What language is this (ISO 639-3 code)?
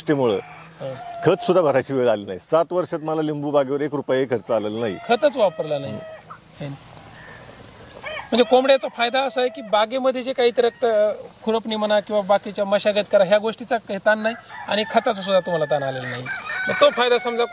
mar